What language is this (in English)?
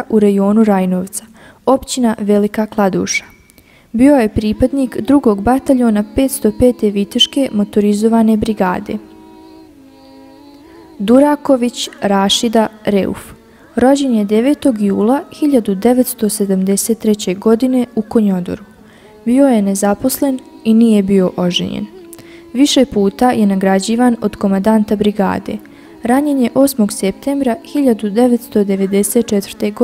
Bosnian